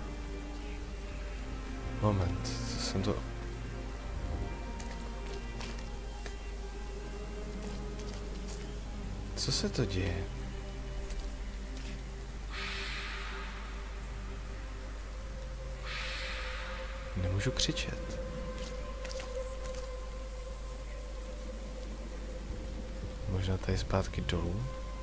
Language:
Czech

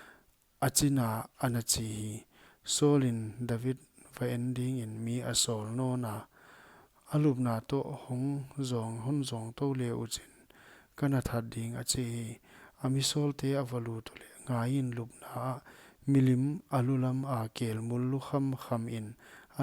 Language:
Paite Chin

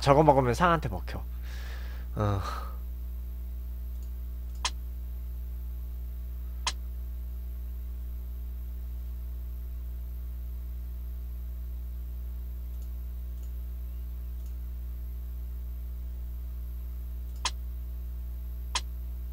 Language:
Korean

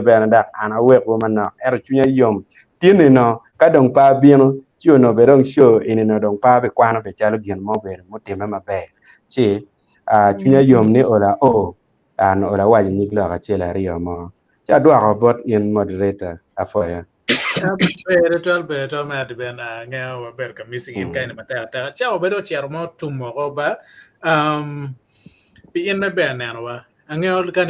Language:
Acoli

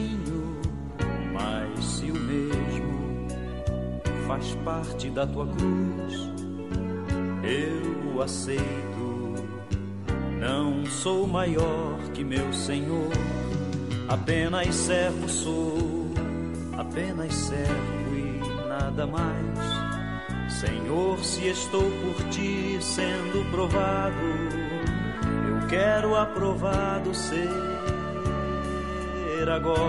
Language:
Portuguese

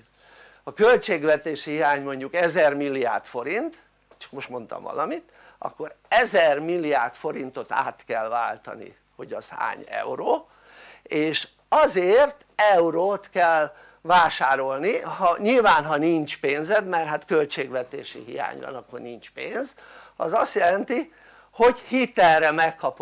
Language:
Hungarian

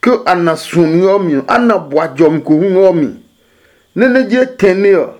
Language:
Adangme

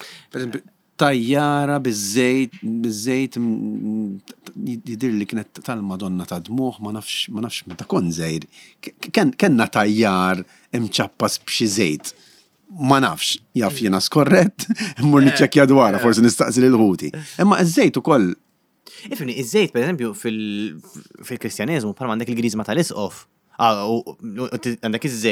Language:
Maltese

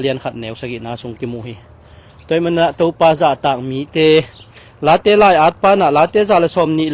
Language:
Tedim Chin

